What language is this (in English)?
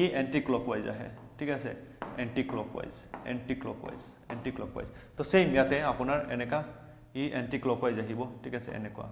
Assamese